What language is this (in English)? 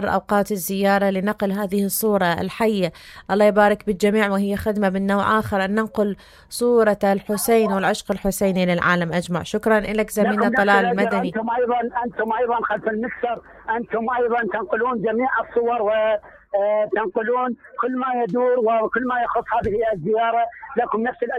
Mesopotamian Arabic